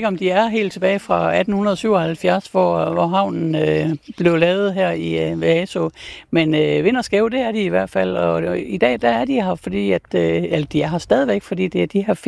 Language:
Danish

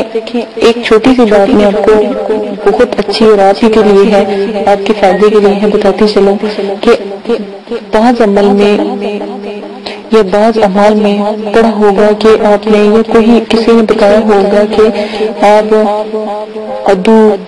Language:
Urdu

